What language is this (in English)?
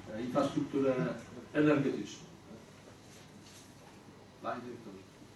Polish